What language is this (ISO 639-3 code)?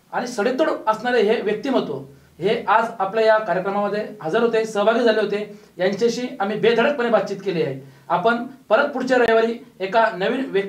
mar